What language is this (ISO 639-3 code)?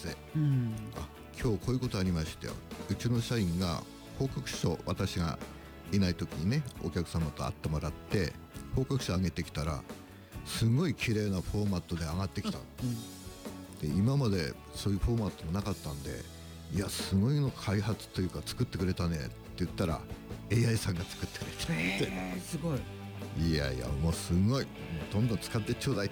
jpn